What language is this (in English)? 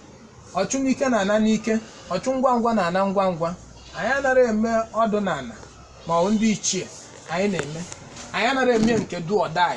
Igbo